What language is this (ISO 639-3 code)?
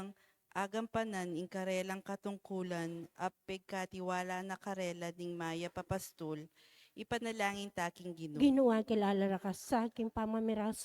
pam